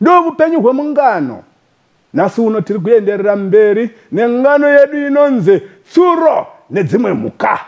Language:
Shona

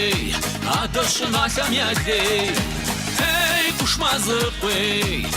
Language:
Kabardian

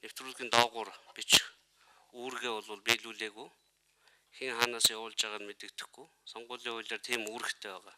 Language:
Mongolian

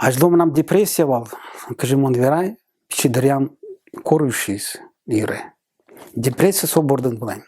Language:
Udmurt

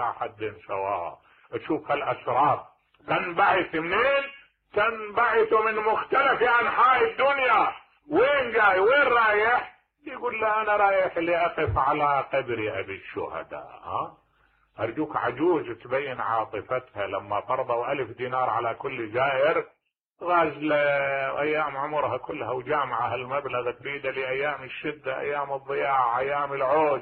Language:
Mesopotamian Arabic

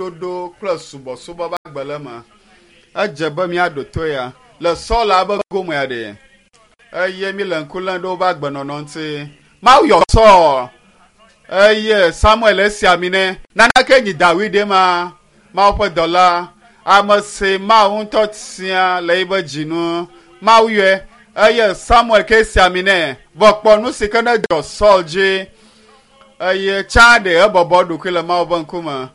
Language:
Ewe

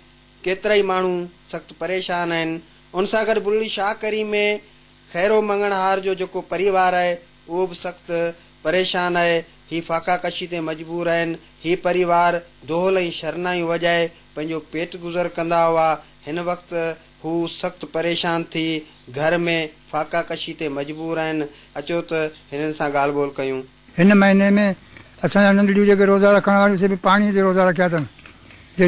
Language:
Sindhi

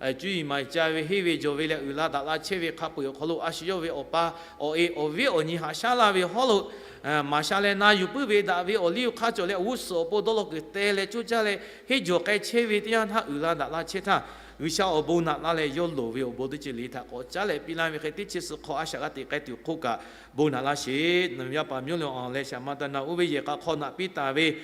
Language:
Lahu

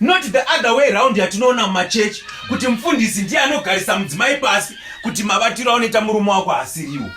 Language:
Shona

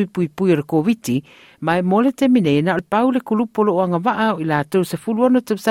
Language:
Samoan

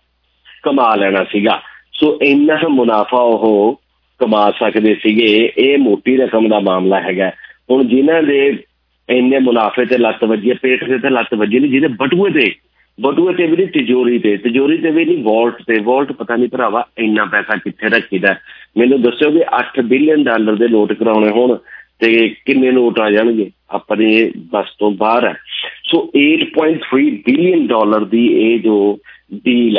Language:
Punjabi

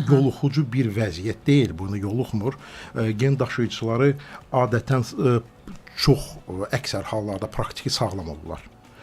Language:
Azerbaijani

